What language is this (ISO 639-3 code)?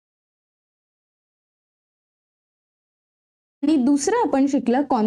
mar